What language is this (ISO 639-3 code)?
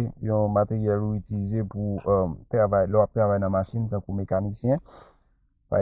hat